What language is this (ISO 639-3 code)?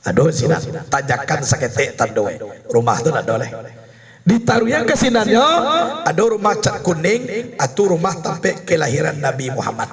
min